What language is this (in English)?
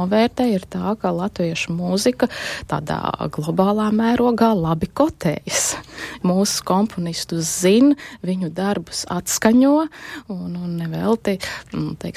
Latvian